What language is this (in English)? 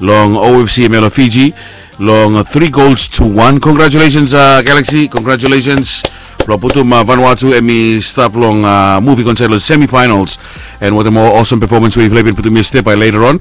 Bislama